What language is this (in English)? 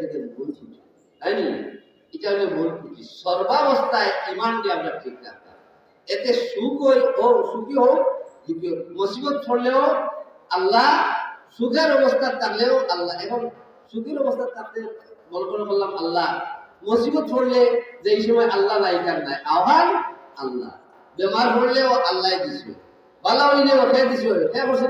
Sylheti